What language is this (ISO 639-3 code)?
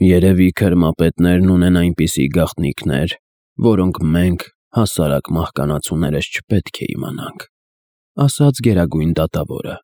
hye